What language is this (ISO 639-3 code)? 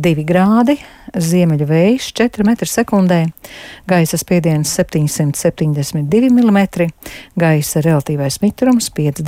lav